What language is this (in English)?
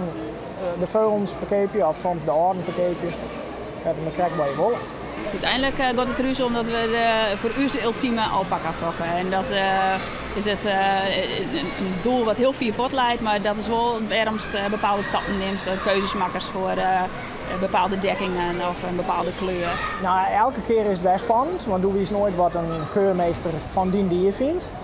Western Frisian